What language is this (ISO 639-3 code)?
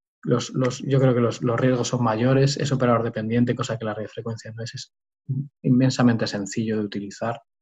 spa